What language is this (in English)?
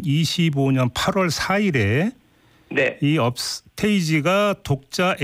Korean